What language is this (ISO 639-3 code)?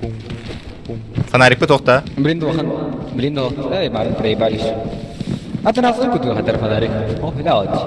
sah